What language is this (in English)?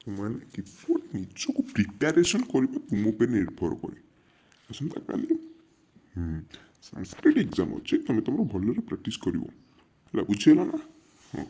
Odia